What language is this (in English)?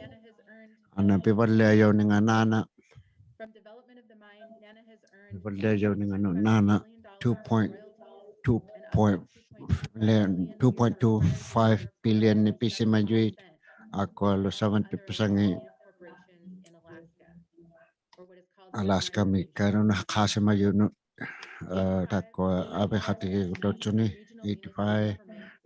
Inuktitut